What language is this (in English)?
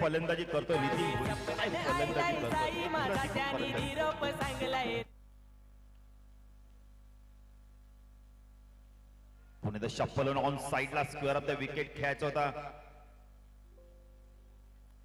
Marathi